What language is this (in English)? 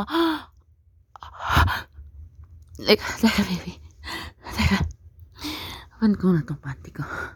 Filipino